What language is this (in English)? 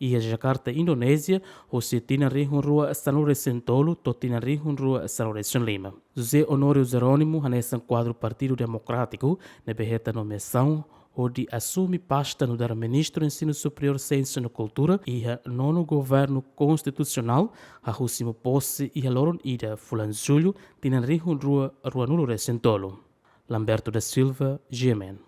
Tetum